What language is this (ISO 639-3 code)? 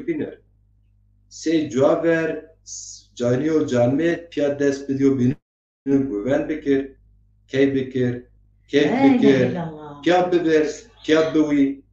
zza